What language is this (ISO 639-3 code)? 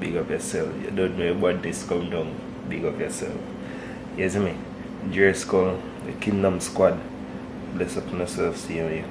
jam